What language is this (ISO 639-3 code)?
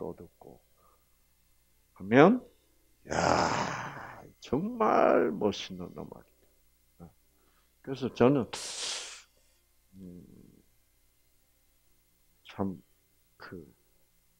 kor